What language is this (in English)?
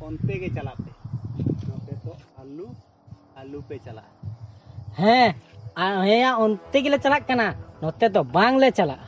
Santali